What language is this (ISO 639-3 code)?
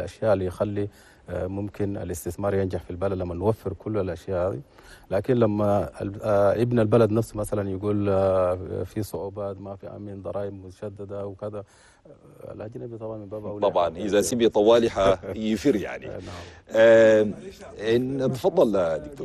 shu